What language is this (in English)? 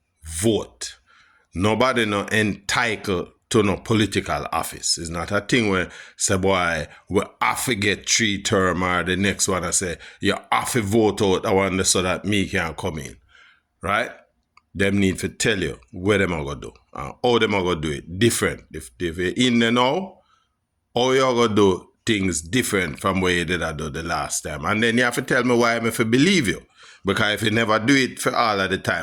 Jamaican Creole English